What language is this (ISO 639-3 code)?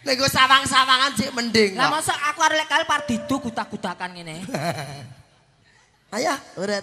jav